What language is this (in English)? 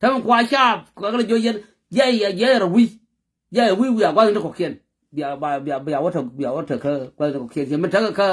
Nuer